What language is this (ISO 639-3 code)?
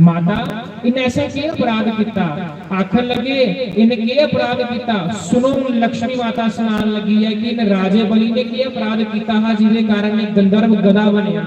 doi